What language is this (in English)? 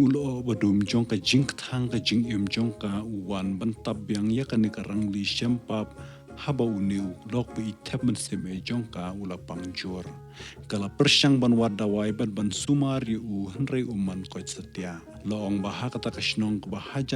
Khasi